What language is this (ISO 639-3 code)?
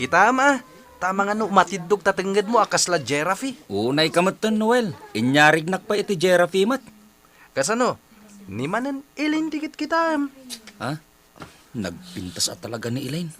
ilo